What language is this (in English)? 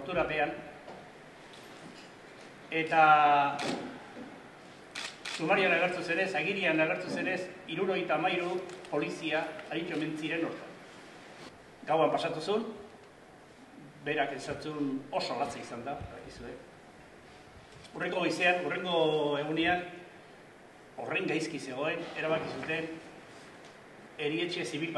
Basque